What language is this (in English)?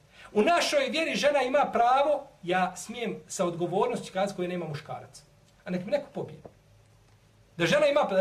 Bosnian